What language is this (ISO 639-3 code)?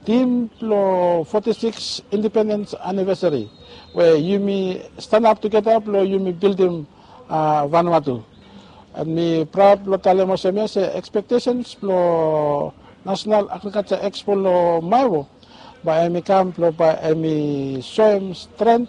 bis